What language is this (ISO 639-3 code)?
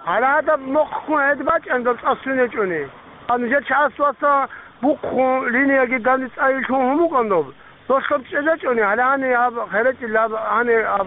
ava